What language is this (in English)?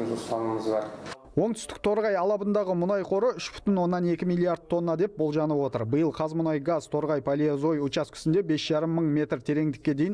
Kazakh